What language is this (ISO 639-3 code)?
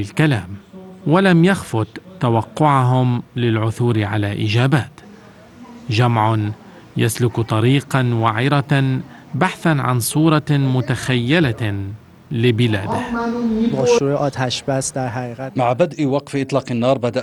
ara